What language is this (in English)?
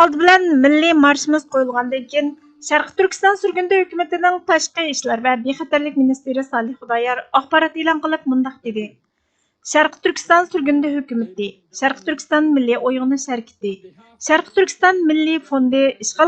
Uyghur